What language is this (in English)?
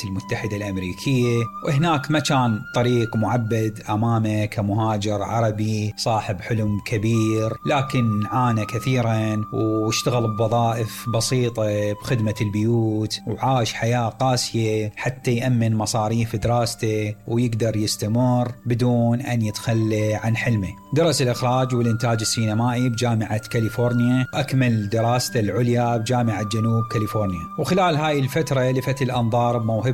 Mesopotamian Arabic